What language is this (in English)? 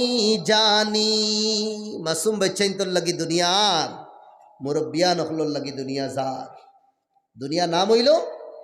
Sylheti